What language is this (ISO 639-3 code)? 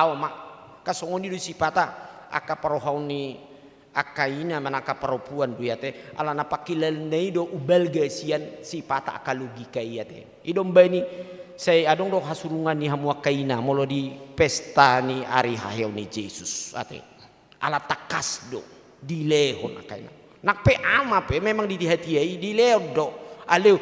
bbc